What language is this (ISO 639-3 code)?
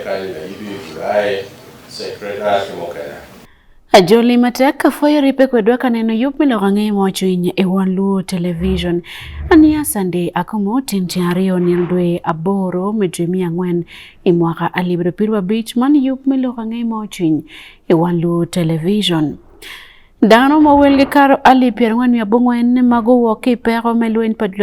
ach